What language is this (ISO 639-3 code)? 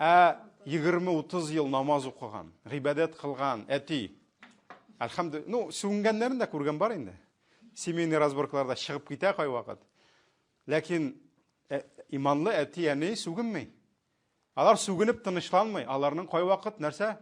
tat